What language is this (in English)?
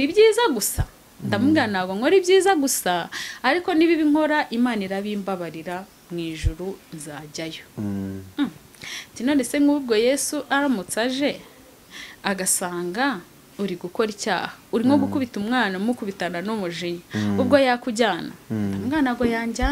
Kinyarwanda